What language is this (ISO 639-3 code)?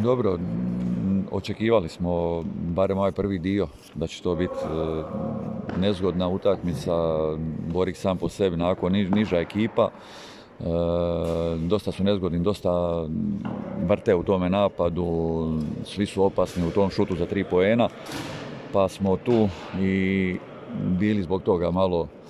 srp